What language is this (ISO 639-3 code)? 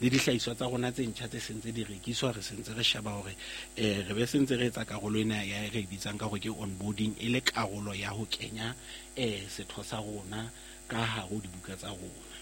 sot